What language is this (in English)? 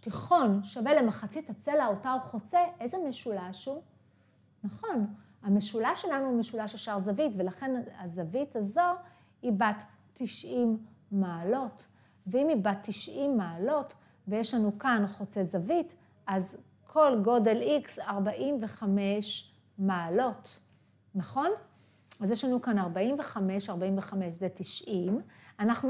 Hebrew